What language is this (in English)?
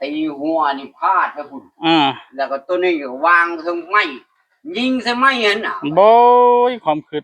Northeastern Thai